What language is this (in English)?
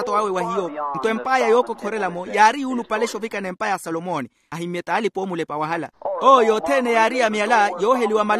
Makhuwa